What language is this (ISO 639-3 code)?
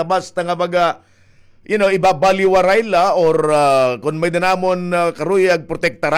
war